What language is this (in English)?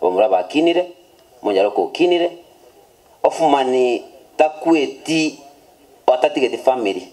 Gusii